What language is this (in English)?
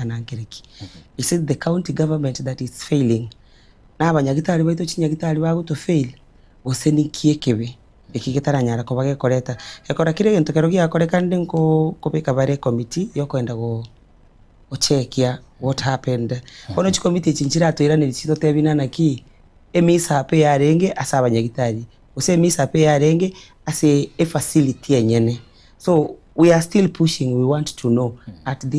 Gusii